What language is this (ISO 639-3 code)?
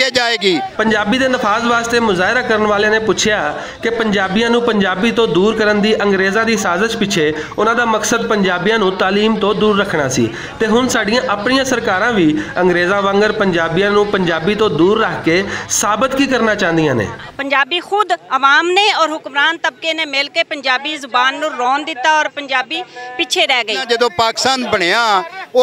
lah